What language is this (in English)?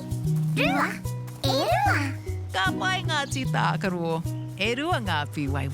Māori